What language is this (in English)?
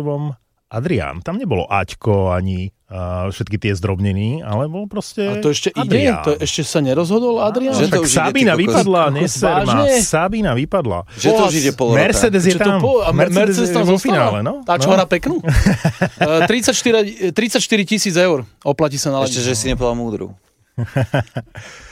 Slovak